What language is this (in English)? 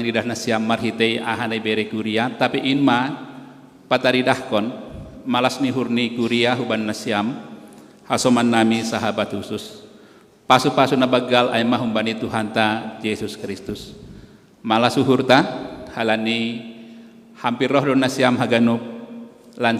Batak Simalungun